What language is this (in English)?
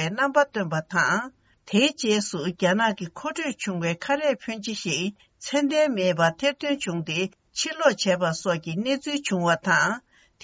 Tibetan